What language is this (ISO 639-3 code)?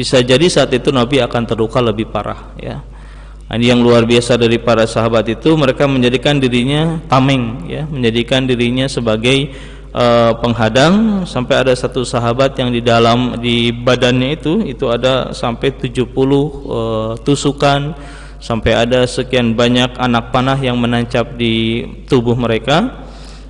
ind